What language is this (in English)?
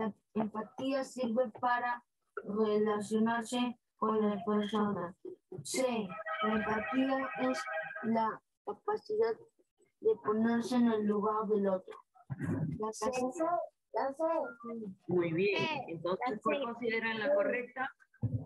Spanish